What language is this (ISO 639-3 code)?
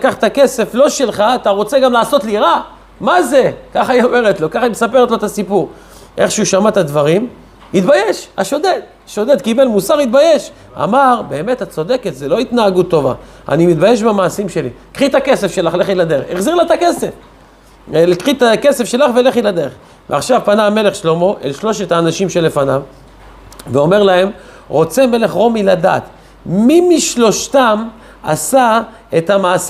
heb